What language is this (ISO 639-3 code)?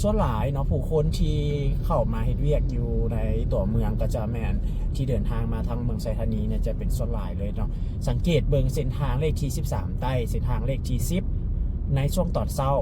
lao